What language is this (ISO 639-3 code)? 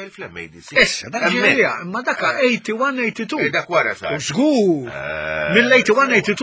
mlt